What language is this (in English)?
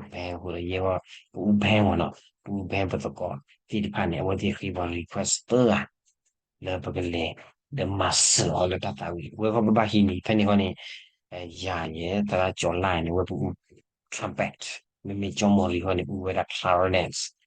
S'gaw Karen